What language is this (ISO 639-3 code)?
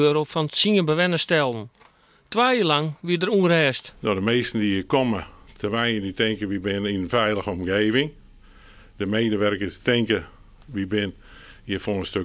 fry